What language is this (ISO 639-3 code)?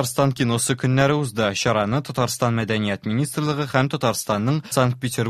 tat